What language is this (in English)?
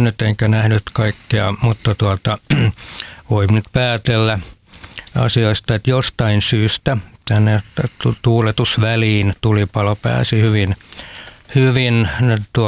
Finnish